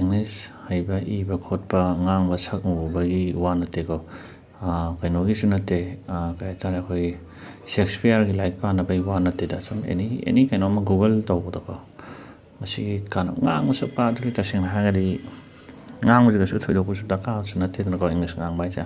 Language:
Manipuri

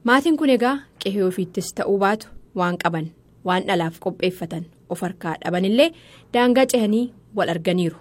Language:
Oromo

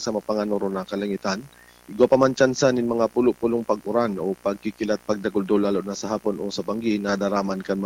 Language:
Bikol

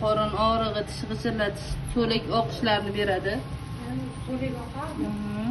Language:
Uzbek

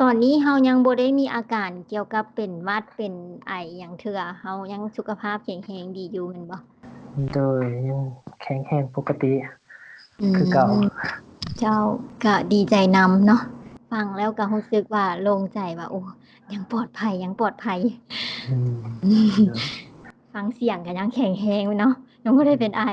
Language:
Lao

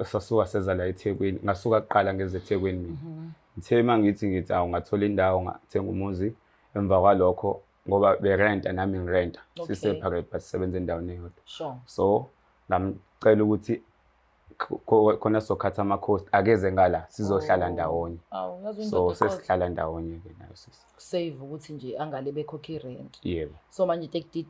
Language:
Zulu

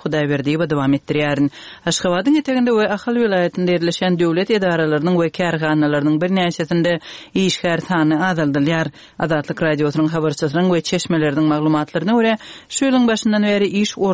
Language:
Turkmen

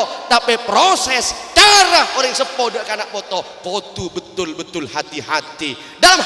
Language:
Madurese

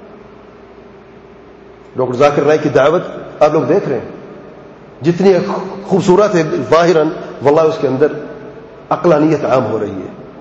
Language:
Urdu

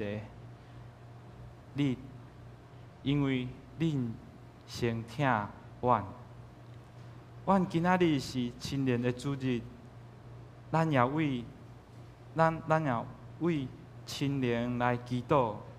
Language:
Min Nan Chinese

